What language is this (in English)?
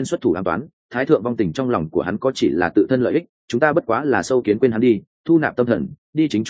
Vietnamese